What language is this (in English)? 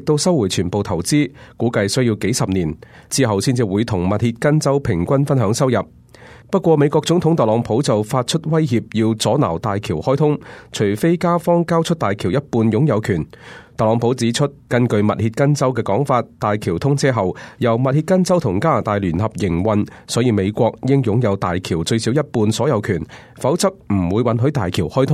Cantonese